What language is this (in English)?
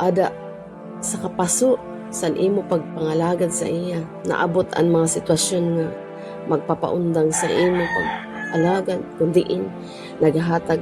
Waray